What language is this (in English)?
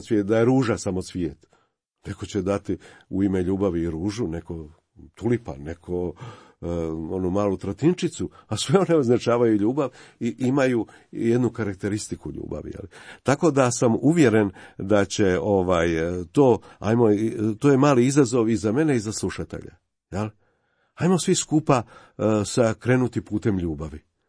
Croatian